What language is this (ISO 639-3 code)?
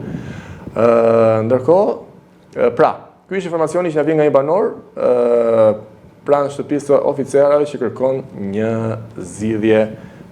sqi